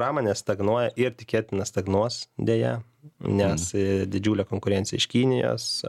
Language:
Lithuanian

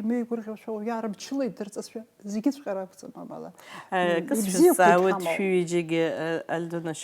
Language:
Abkhazian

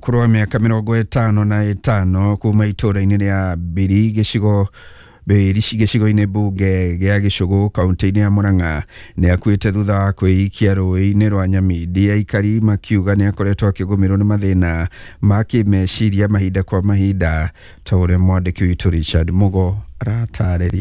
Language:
Kikuyu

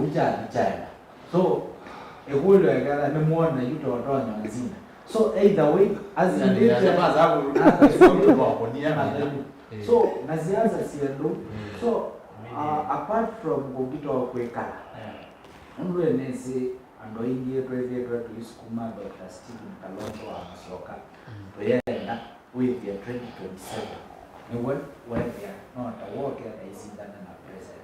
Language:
Kamba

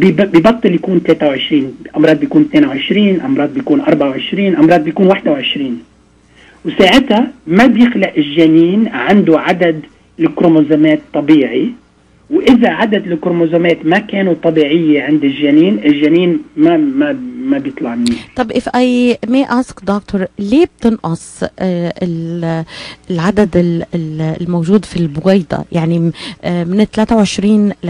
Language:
North Levantine Arabic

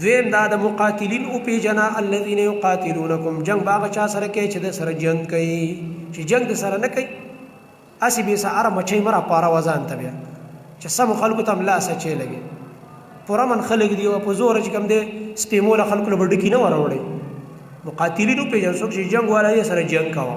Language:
Pashto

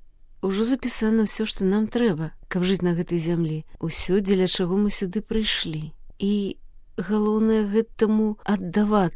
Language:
Belarusian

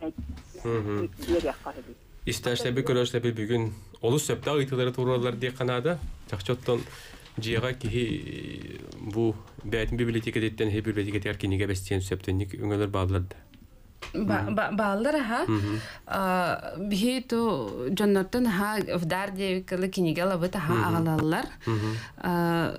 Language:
Yakut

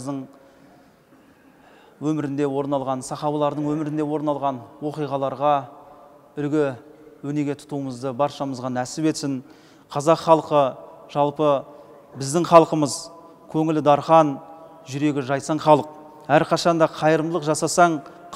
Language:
Kazakh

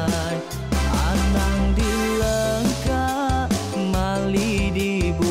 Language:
Iban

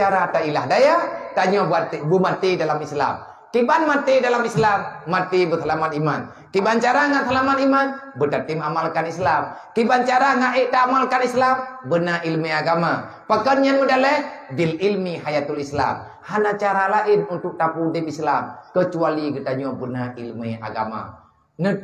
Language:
Achinese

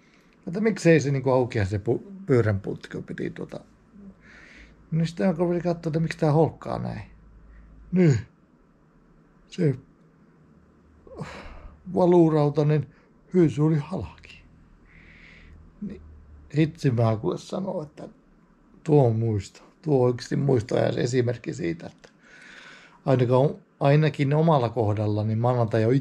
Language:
Finnish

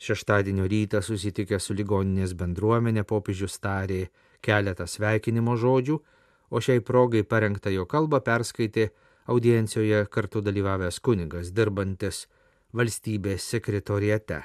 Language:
Lithuanian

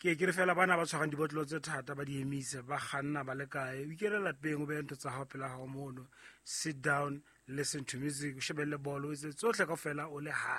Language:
Southern Sotho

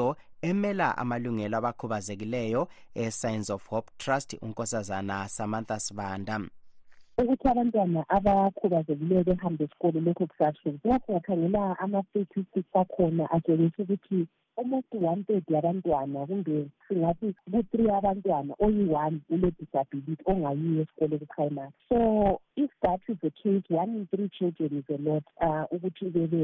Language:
North Ndebele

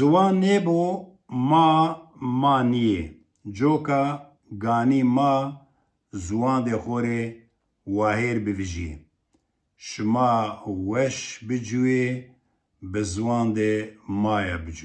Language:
Kurdish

